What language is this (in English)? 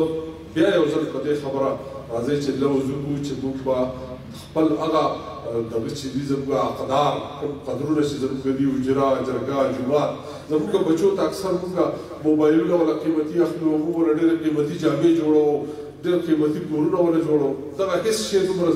Pashto